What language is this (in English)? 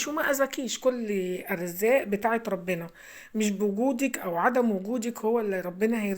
Egyptian Arabic